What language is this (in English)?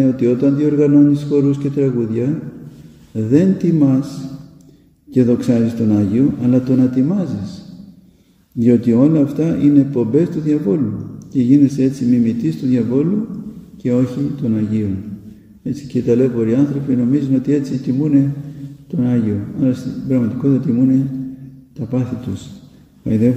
Greek